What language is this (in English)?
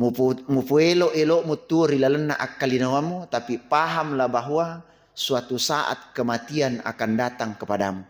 Buginese